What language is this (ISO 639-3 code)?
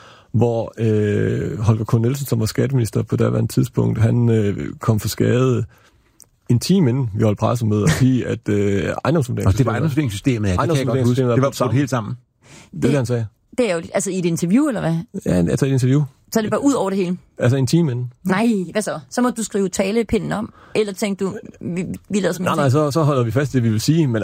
dan